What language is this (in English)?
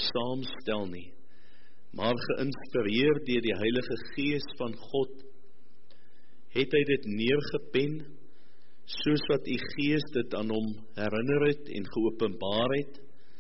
Afrikaans